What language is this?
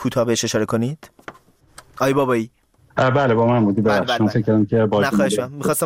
Persian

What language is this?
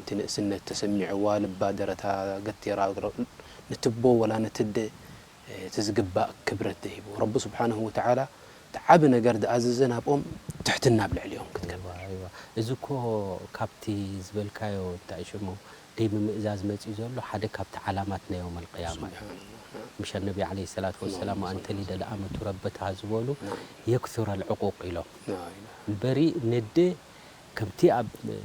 Tigrinya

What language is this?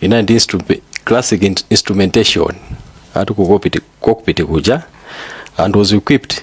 Nyanja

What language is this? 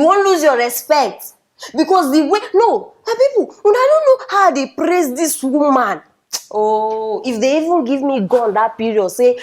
Nigerian Pidgin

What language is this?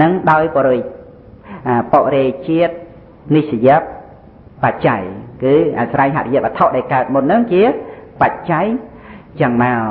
Khmer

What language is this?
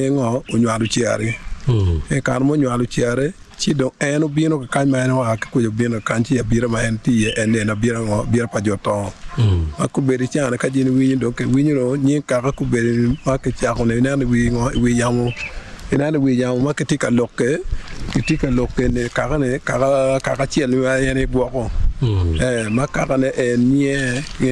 Acoli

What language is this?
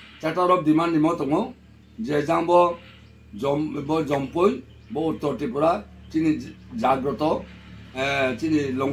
Riang (India)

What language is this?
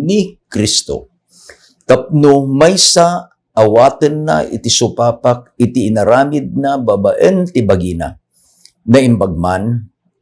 Iloko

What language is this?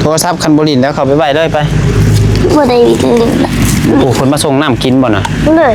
Northeastern Thai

